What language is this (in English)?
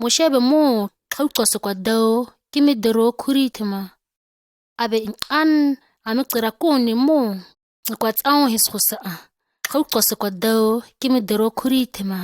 ǁGana